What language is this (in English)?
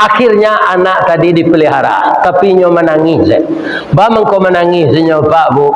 Minangkabau